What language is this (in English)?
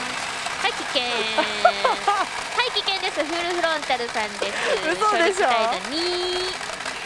Japanese